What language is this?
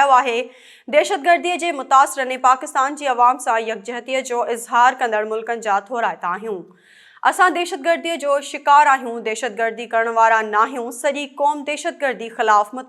Sindhi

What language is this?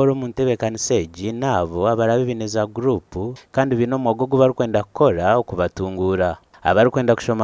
Nyankole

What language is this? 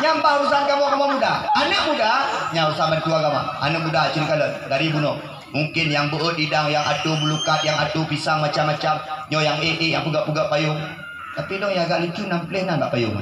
Achinese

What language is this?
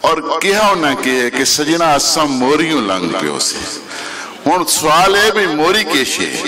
Western Panjabi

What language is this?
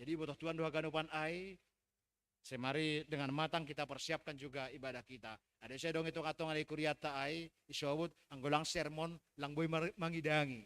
Batak Simalungun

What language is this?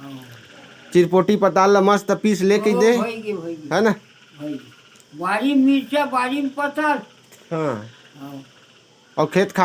Chhattisgarhi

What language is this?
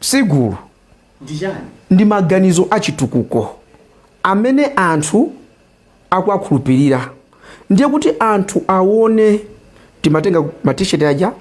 Nyanja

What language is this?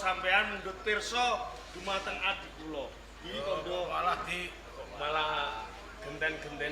Javanese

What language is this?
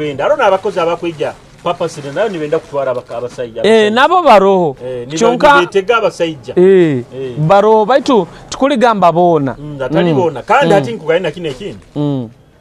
Nyoro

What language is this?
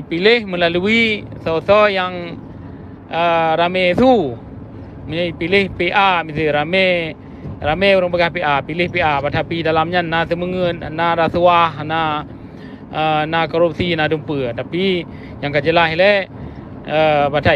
Achinese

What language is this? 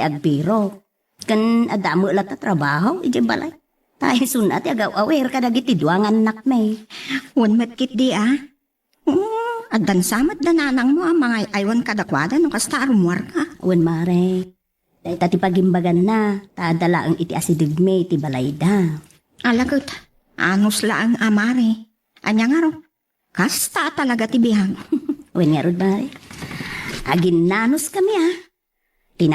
Iloko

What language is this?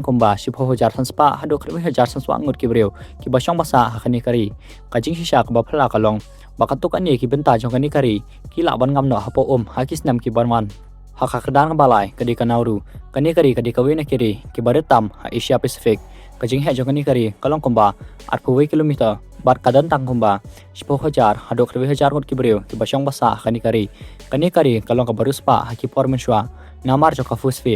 Khasi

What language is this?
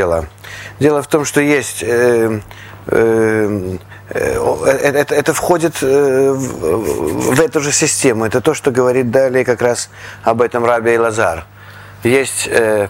Russian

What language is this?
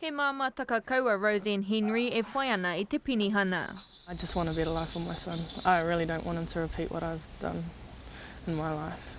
Māori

